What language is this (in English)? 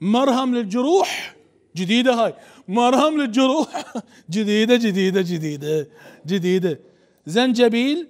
Mesopotamian Arabic